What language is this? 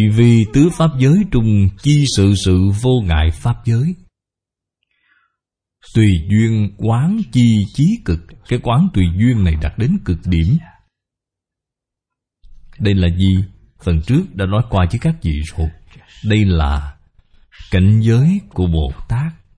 Vietnamese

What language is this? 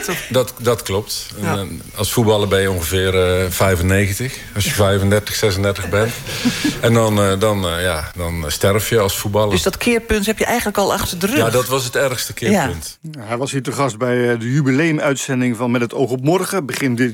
Dutch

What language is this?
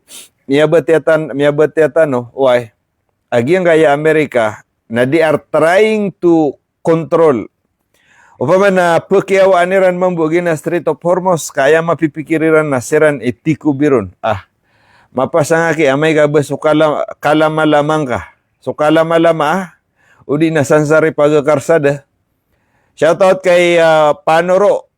Maranao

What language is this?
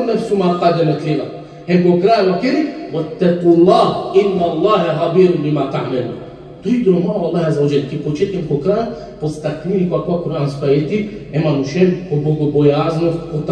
Balkan Romani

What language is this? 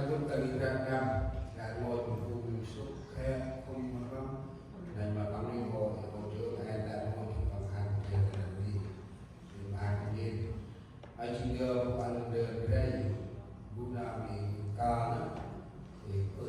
Central Mnong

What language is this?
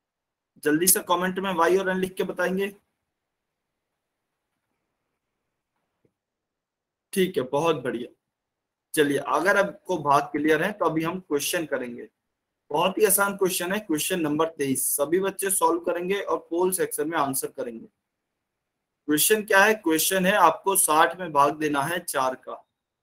Hindi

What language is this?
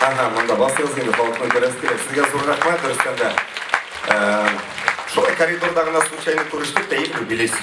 Tatar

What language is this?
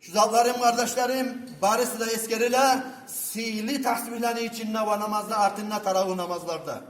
Kumyk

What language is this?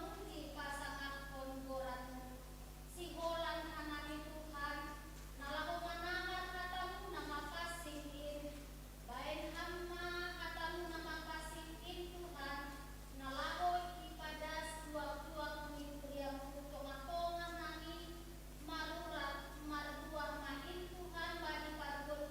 Batak Simalungun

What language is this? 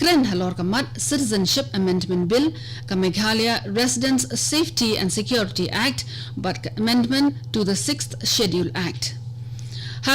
Khasi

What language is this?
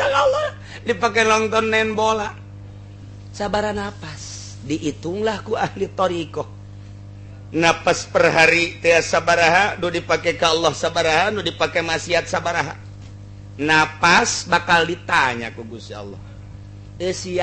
Sundanese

